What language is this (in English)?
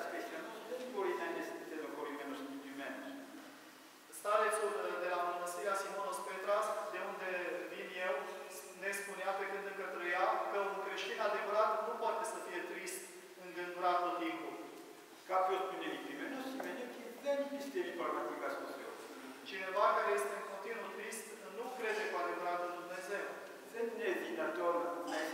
Romanian